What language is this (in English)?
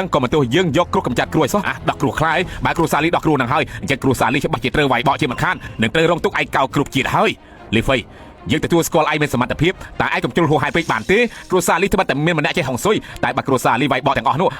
Khmer